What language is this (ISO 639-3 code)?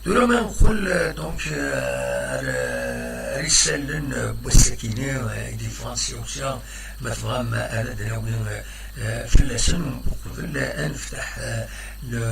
kab